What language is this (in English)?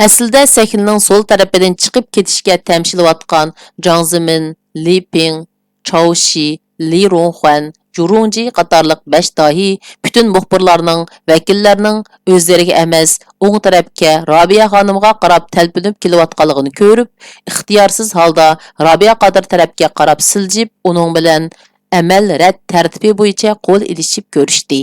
Uyghur